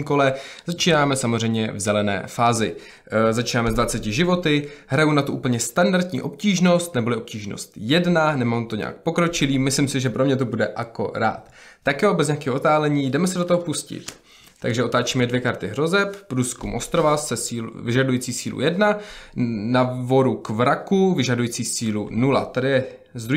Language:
Czech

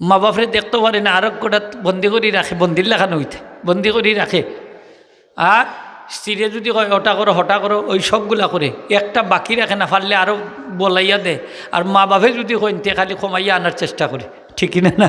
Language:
Sylheti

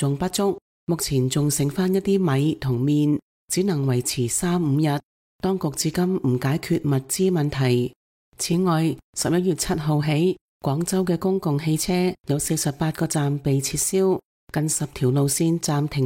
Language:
Cantonese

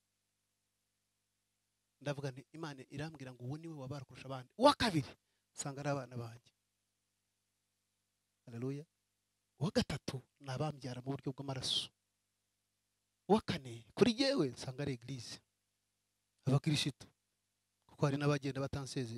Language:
Kinyarwanda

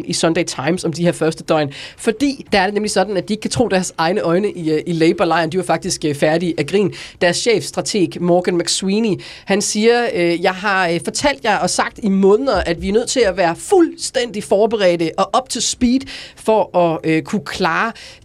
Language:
Danish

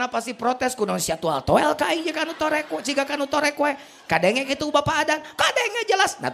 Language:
Sundanese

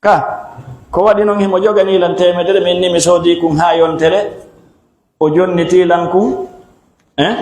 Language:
Fula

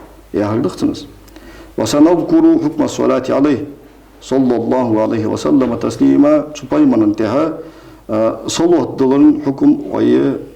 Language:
Ingush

